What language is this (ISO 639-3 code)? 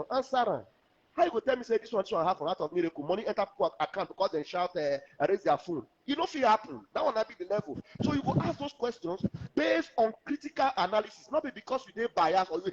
pcm